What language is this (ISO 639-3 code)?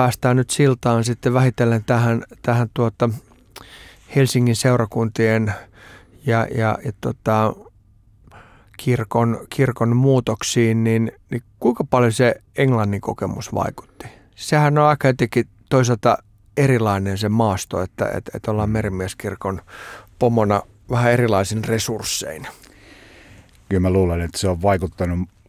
fin